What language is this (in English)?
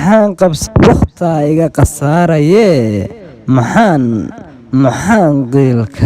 Somali